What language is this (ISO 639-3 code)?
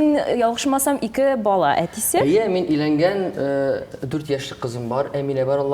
tat